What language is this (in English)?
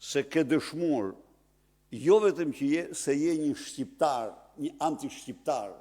Albanian